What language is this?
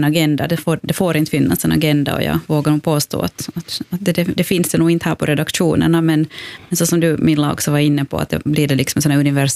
Swedish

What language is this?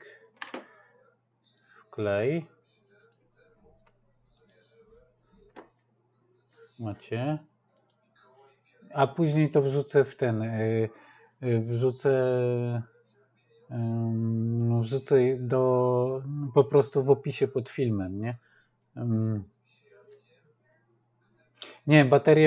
Polish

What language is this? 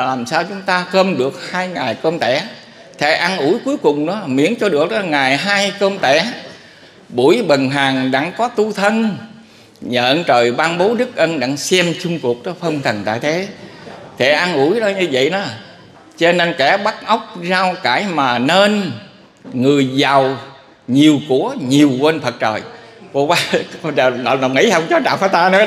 Vietnamese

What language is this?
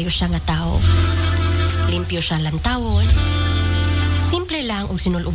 Cebuano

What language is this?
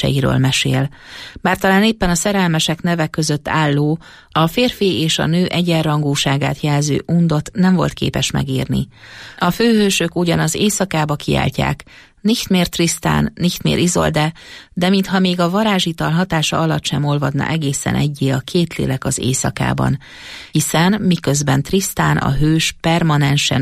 Hungarian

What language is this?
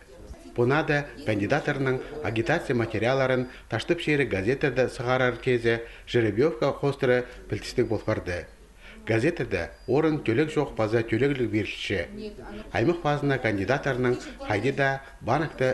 Khakas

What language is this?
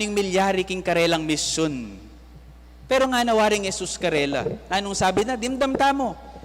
Pampanga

